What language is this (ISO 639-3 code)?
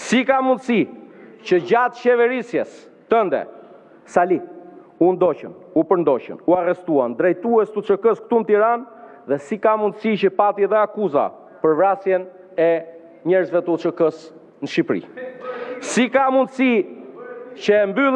sqi